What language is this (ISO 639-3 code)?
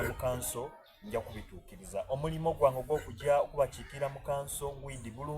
xog